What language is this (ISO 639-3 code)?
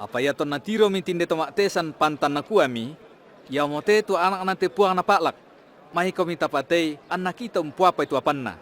sda